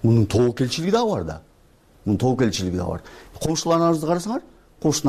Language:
Kyrgyz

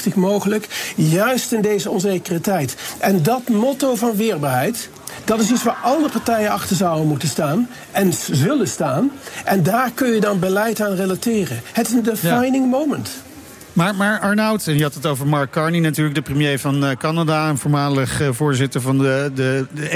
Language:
Dutch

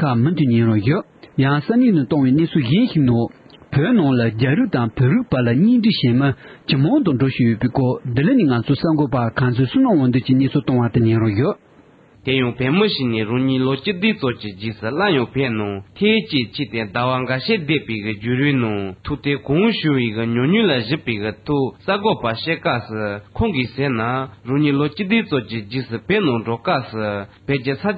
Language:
Tibetan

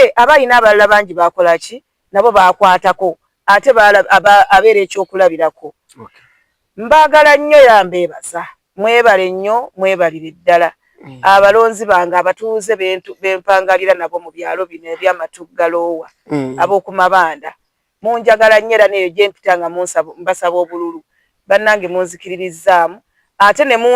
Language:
Ganda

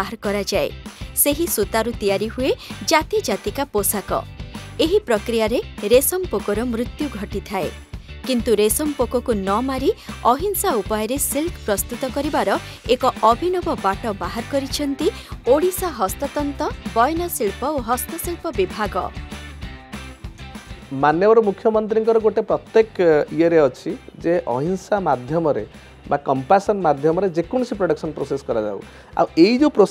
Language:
Odia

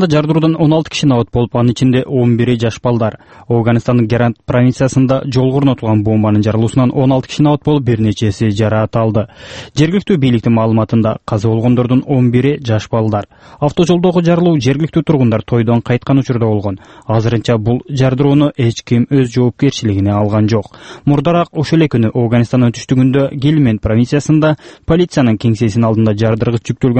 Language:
Kyrgyz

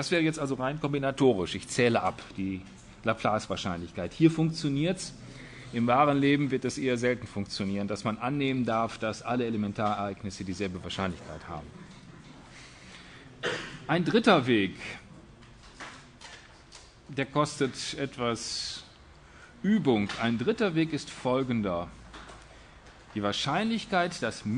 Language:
German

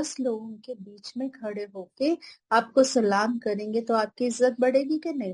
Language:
Hindi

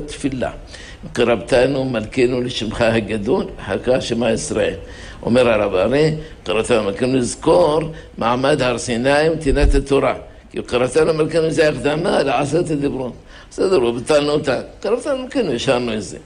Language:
Hebrew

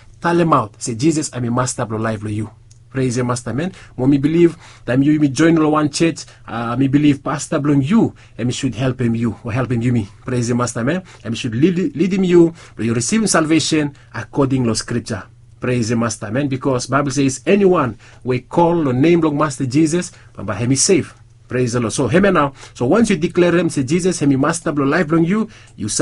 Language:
Bislama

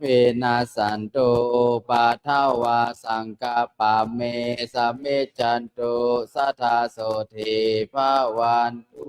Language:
Pali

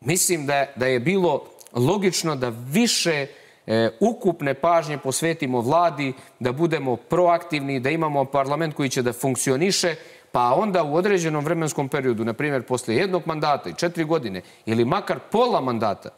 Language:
Serbian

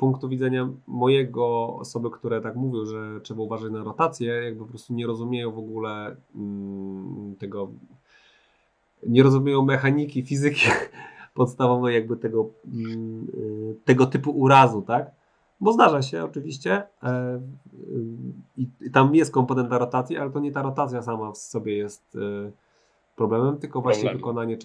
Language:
Polish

